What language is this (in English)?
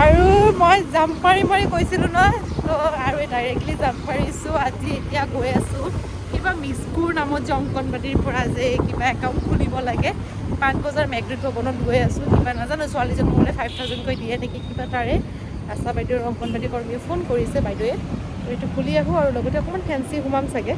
Assamese